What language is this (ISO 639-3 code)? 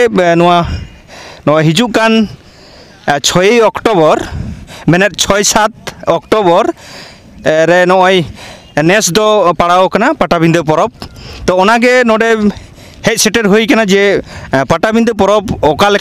sat